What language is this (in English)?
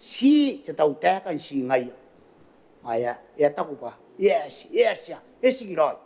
Gilbertese